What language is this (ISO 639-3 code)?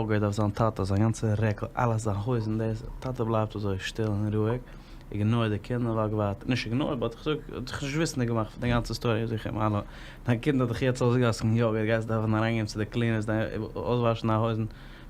yid